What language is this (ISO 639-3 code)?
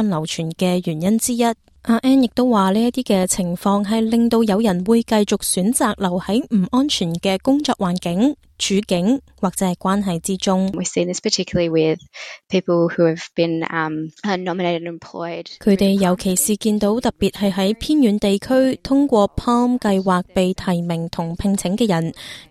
yue